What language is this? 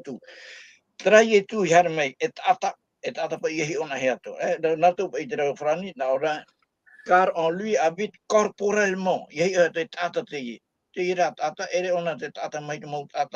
Tahitian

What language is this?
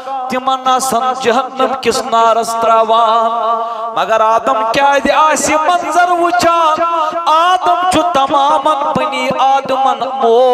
Kashmiri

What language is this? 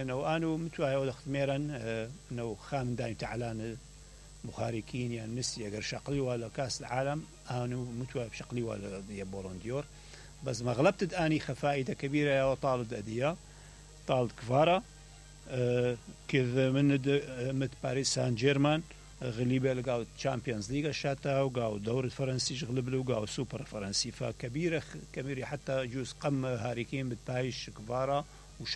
Mesopotamian Arabic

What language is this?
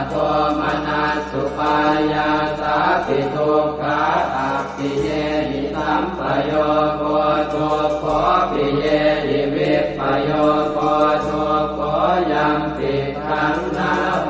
Pali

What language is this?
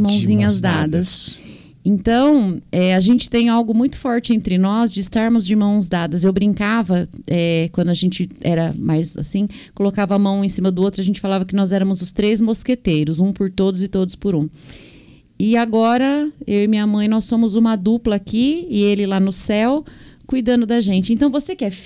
Portuguese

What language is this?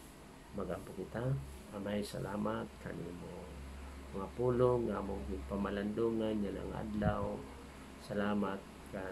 Waray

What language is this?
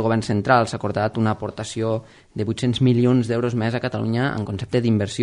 Catalan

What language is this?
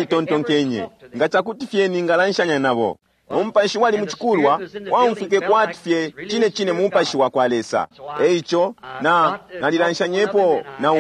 Bemba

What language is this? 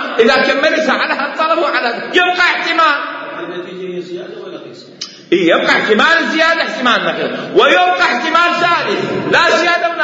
Mesopotamian Arabic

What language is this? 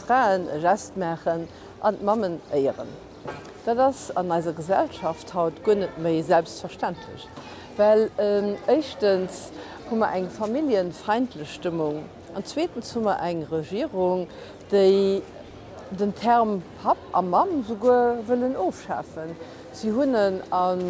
Luxembourgish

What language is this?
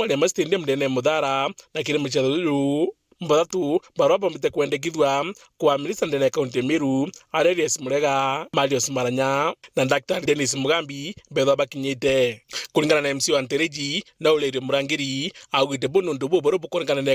Meru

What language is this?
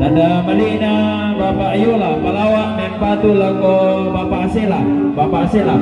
Toraja-Sa'dan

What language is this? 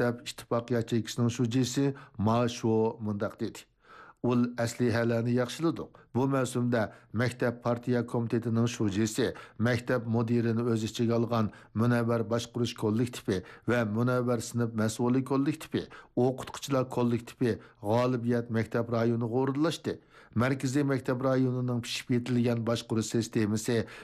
Uyghur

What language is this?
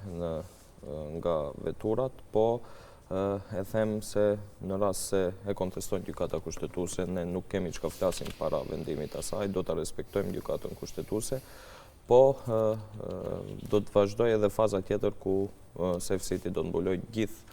Albanian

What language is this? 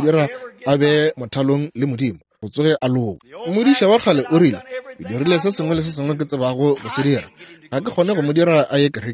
Northern Sotho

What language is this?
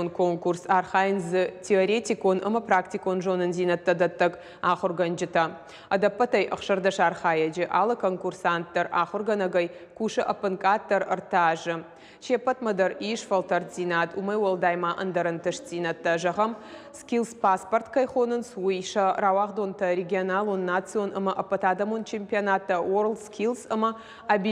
Ossetic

